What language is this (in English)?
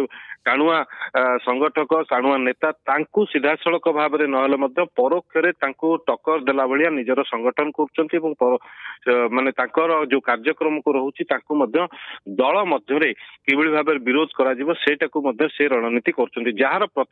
Odia